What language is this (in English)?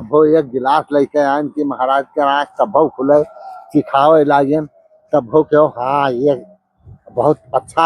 Awadhi